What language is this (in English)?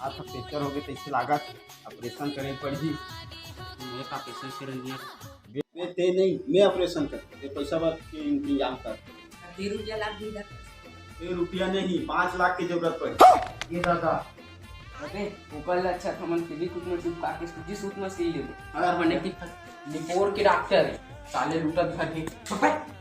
Chhattisgarhi